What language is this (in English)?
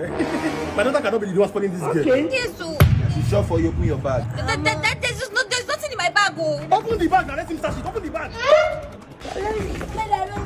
Nigerian Pidgin